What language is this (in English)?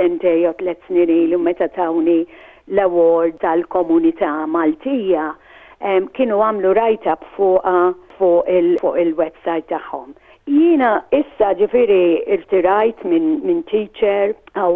Maltese